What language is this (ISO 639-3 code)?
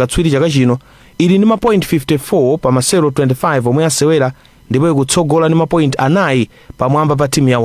nya